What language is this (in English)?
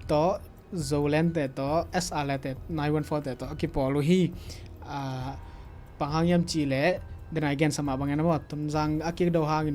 Tedim Chin